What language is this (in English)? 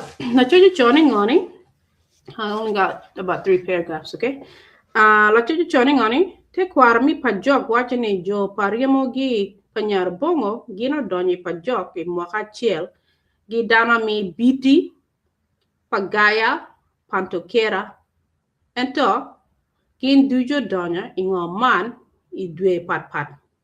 Acoli